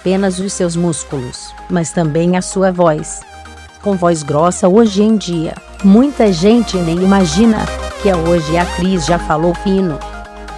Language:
Portuguese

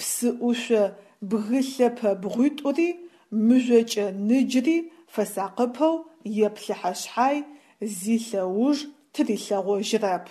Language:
Adyghe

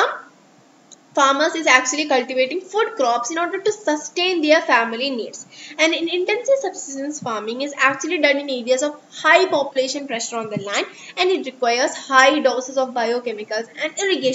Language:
English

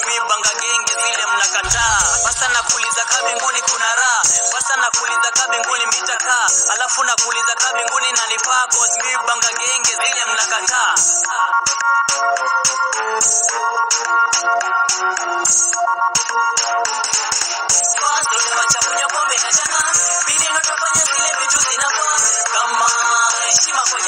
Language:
Swahili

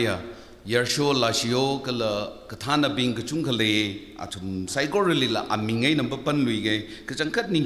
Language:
Tangkhul Naga (India)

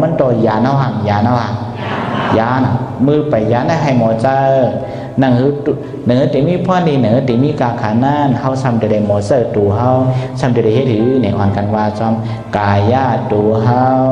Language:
Shan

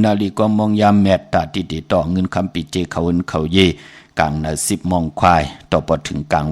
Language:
Shan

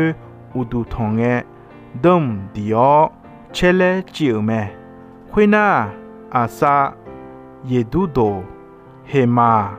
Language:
Akha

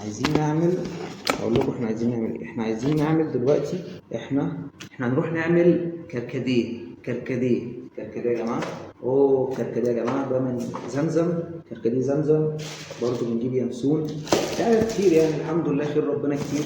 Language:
Egyptian Arabic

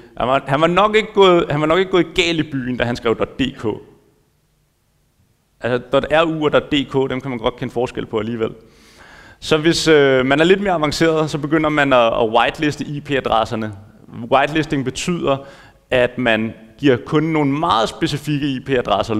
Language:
Danish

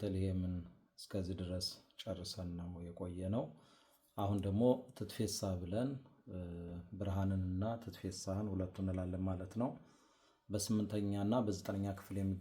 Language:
Amharic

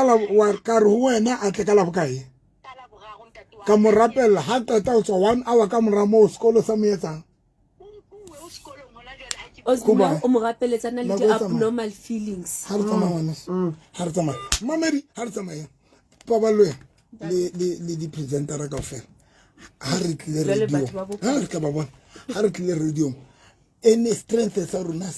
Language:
Southern Sotho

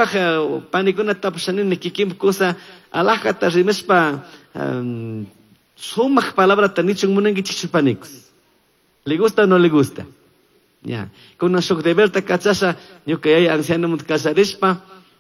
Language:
Chimborazo Highland Quichua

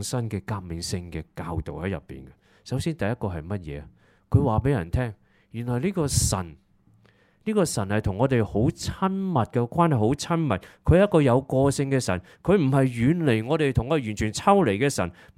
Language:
Cantonese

